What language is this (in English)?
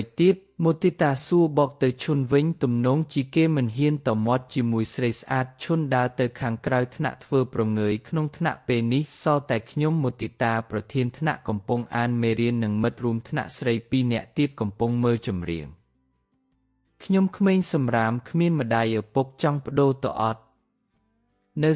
Khmer